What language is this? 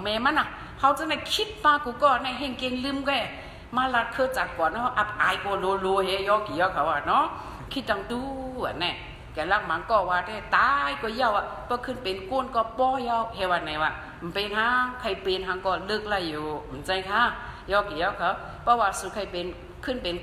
Shan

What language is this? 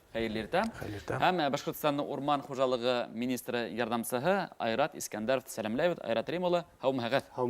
Bashkir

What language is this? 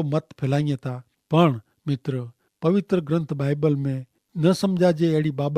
Kachhi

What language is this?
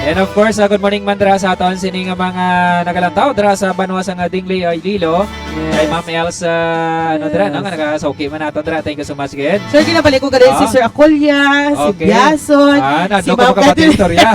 Hiligaynon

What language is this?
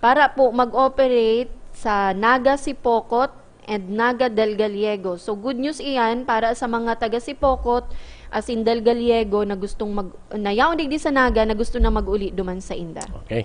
Bikol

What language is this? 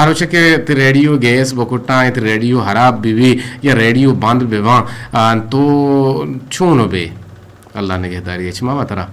Eastern Balochi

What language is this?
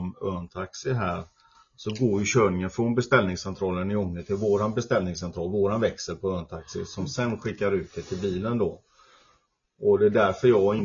Swedish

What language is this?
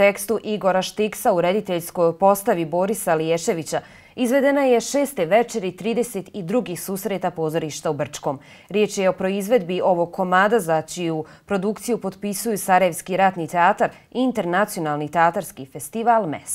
Bosnian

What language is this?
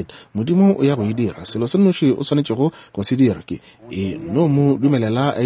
Northern Sotho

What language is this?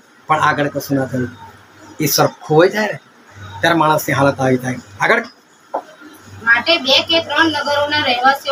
Gujarati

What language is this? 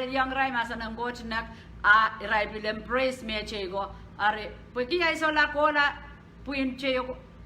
Pohnpeian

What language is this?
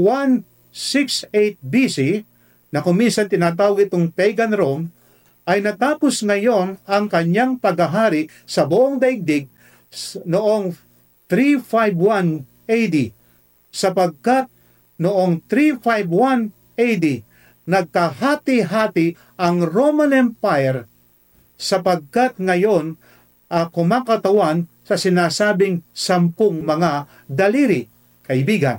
Filipino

